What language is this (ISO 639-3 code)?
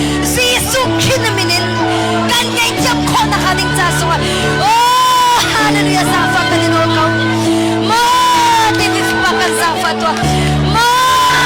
cnh